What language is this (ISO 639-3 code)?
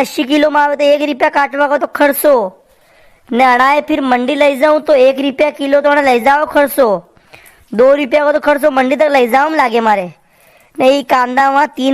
raj